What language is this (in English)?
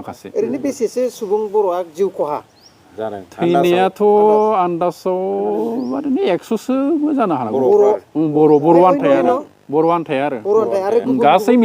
Bodo